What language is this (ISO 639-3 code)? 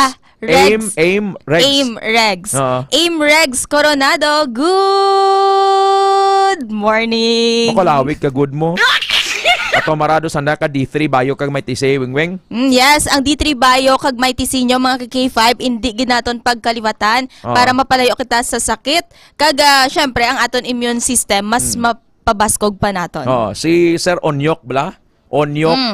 hil